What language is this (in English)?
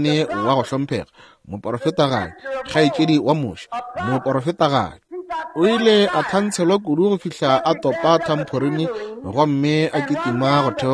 Northern Sotho